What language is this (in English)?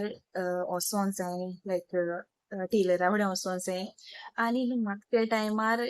Konkani